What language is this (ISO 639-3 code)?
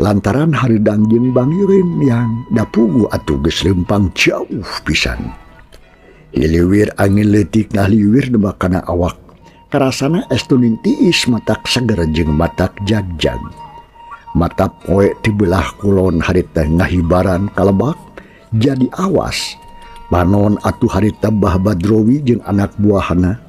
sun